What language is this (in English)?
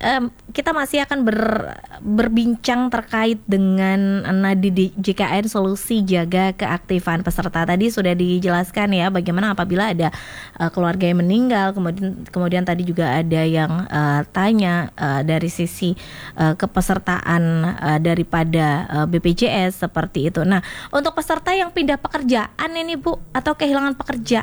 Indonesian